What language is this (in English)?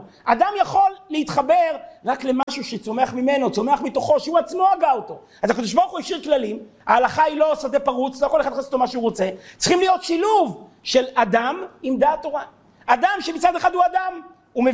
Hebrew